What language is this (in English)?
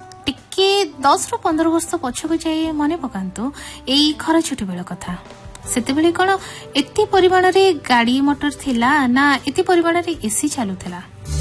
Odia